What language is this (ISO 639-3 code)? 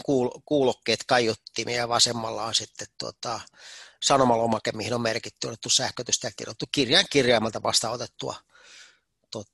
fin